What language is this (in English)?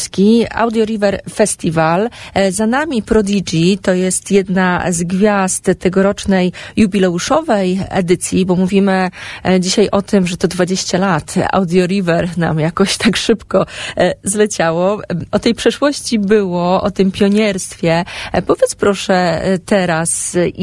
Polish